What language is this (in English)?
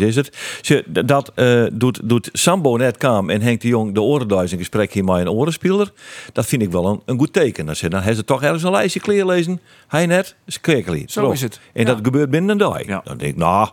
Western Frisian